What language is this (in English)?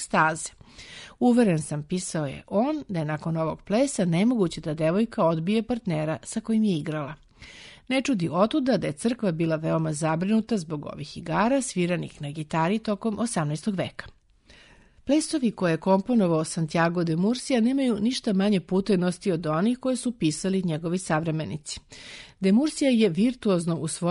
Serbian